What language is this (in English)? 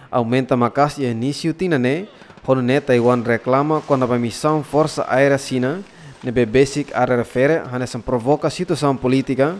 Tetum